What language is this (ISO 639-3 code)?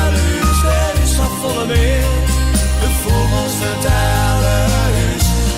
fry